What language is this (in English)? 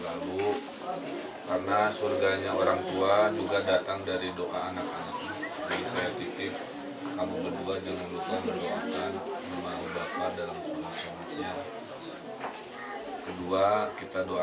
Indonesian